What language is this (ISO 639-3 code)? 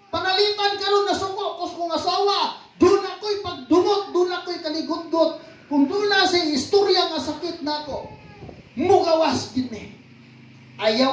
ceb